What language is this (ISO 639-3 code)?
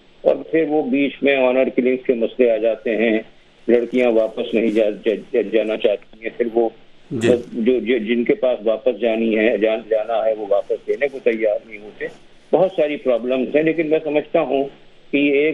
urd